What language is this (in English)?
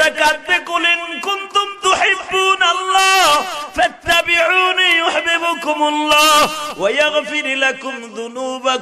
Bangla